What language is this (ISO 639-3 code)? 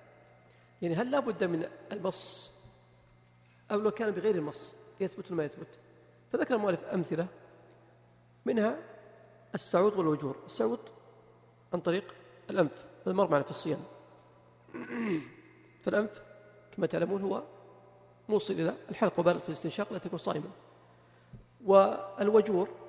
ara